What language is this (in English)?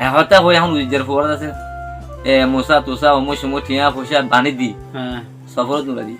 Rohingya